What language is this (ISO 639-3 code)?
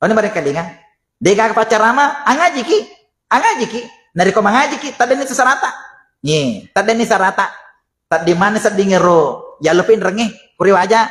bug